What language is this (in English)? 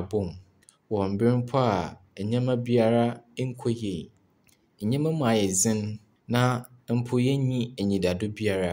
Akan